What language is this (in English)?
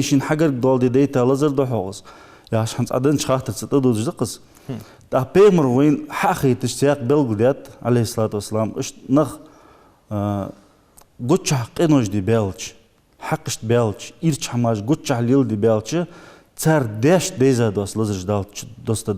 Ingush